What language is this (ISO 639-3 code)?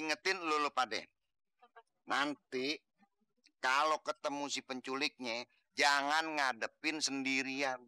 bew